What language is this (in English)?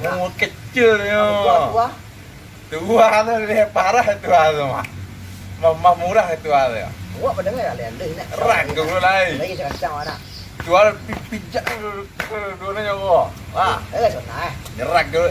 Minangkabau